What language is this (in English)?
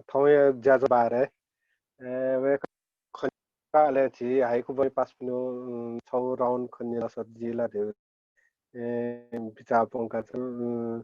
Newari